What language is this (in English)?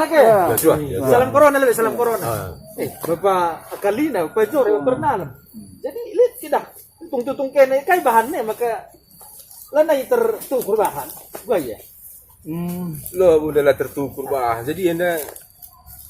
Batak Karo